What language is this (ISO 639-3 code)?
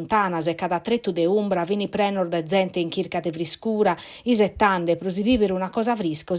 srd